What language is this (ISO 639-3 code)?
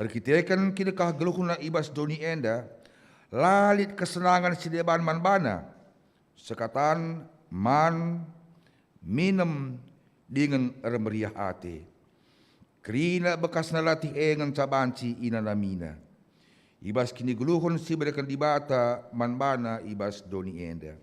btx